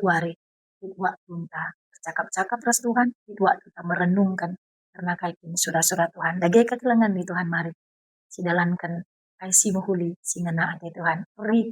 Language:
Batak Karo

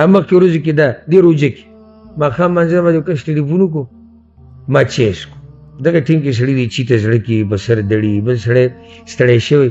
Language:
Pashto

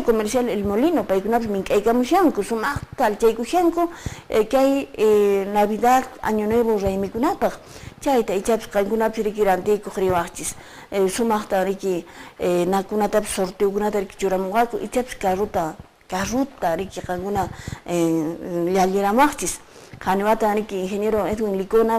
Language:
Quechua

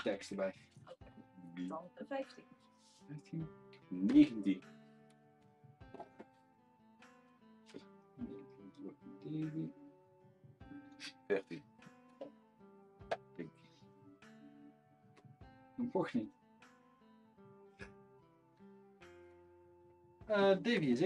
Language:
Dutch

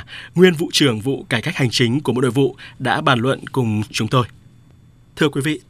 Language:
Vietnamese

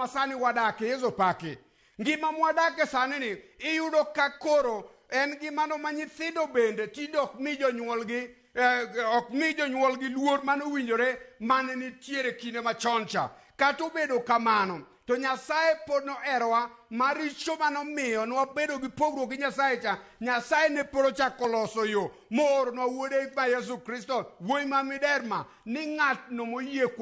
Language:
Luo (Kenya and Tanzania)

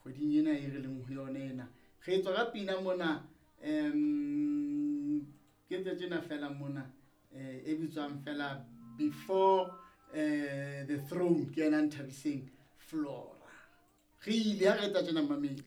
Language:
Southern Sotho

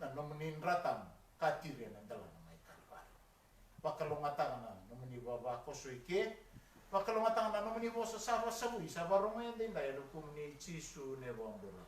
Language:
Fijian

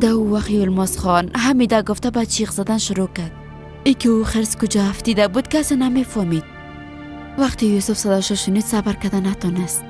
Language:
Persian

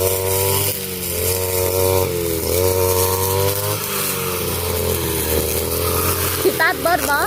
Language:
Northeastern Thai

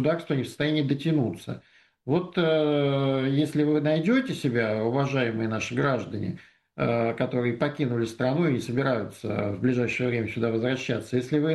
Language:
Russian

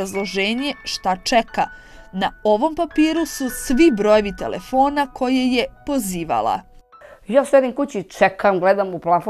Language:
Serbian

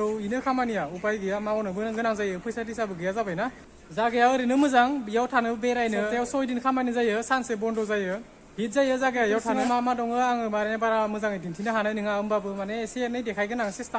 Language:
Bodo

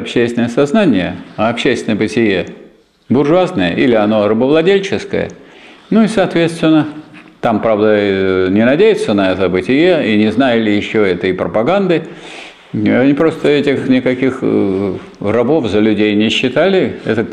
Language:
Russian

